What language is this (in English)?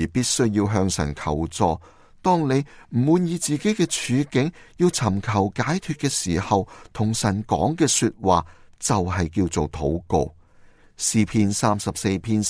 Cantonese